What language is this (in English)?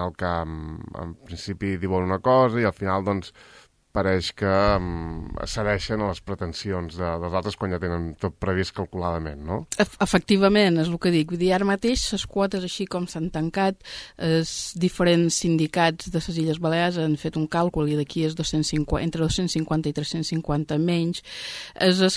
Catalan